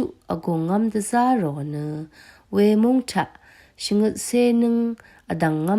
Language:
Rawang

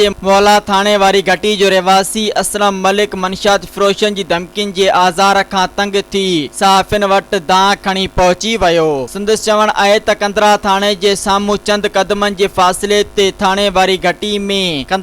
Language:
Sindhi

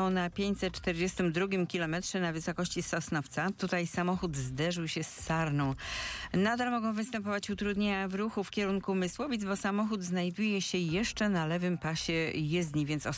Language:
Polish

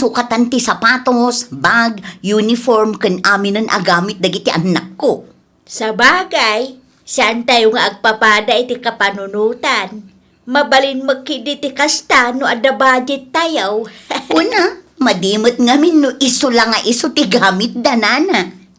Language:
Iloko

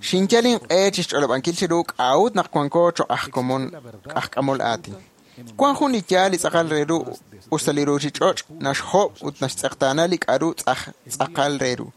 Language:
Kekchí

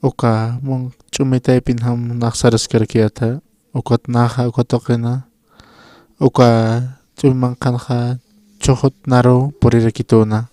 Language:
Aymara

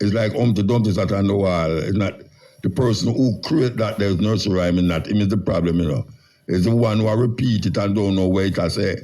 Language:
Jamaican Creole English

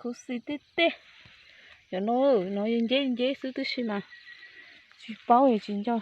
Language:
Hmong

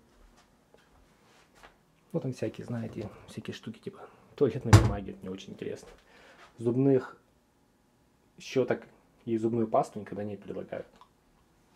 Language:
Russian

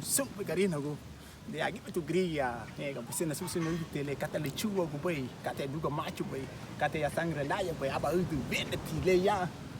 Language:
Garifuna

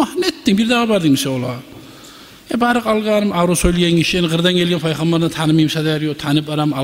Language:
Kumyk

